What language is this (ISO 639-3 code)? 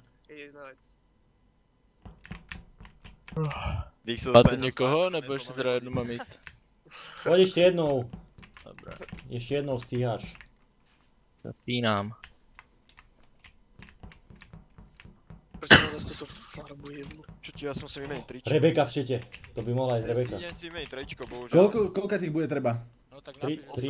slk